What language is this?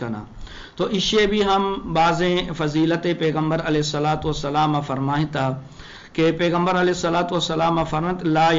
Eastern Balochi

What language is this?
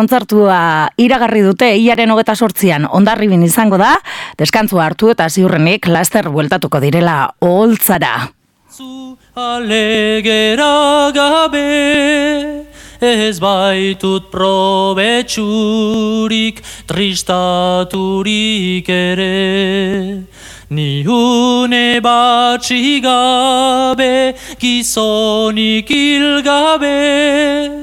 Basque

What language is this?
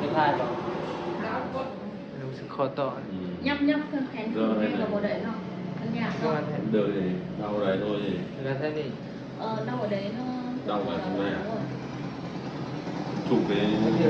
Northeastern Thai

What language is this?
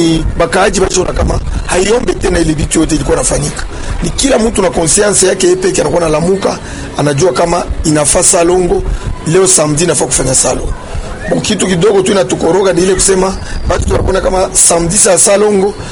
Swahili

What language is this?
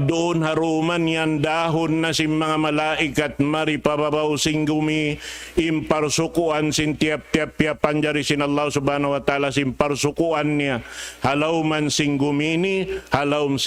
Tausug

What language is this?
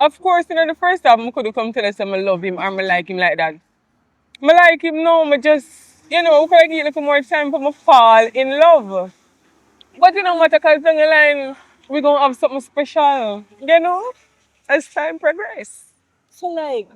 Jamaican Creole English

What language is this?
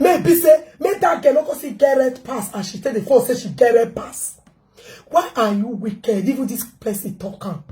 Nigerian Pidgin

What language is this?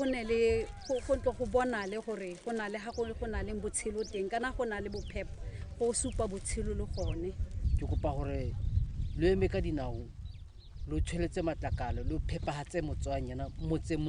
Tswana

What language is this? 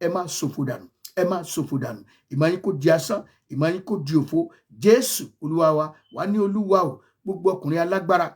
Yoruba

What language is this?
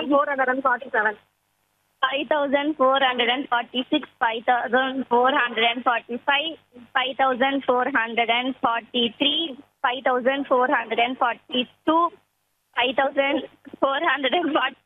Tamil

